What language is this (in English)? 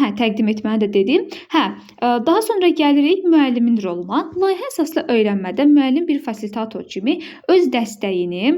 Azerbaijani